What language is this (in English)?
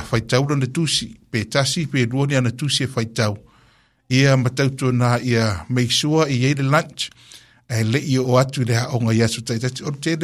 Samoan